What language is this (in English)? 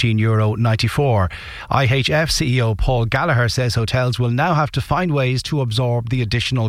English